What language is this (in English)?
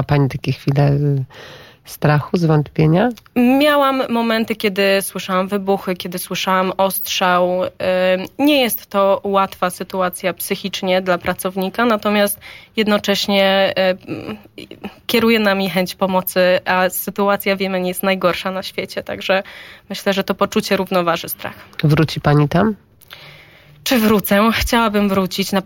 Polish